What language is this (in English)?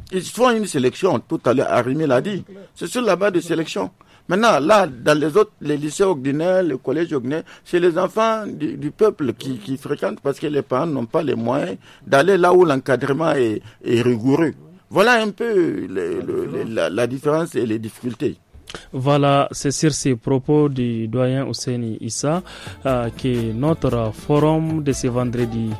French